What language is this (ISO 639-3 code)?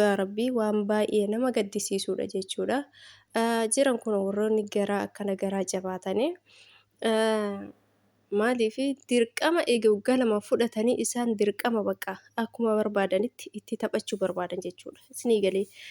orm